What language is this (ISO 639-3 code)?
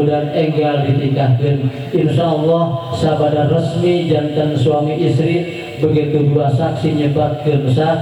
sun